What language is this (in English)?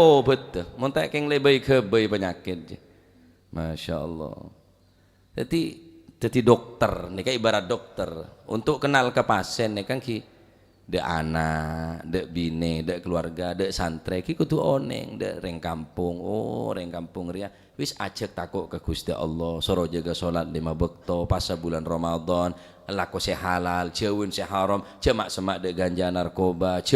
Madurese